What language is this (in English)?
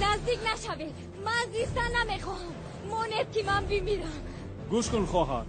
Tajik